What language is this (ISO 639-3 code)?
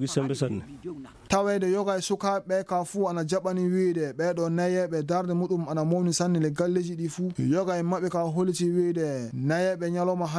ful